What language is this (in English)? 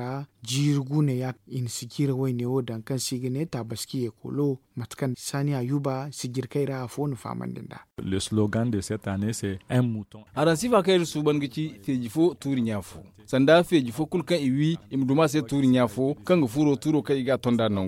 Zarma